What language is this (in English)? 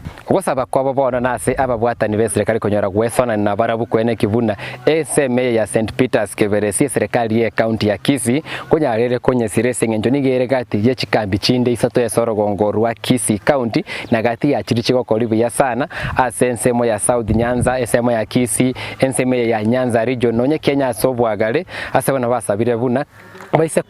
Gusii